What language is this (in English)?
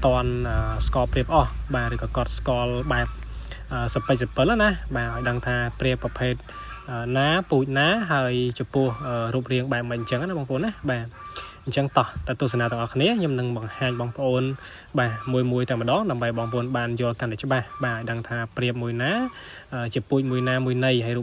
Khmer